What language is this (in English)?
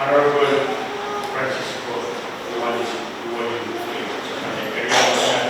Pohnpeian